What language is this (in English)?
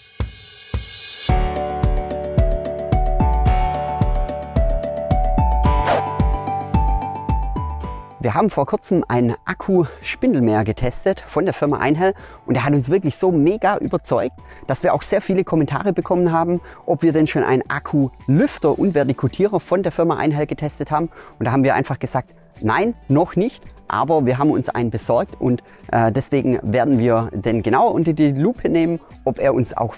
German